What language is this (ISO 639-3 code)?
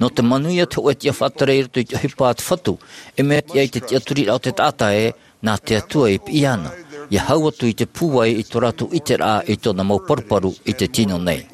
tah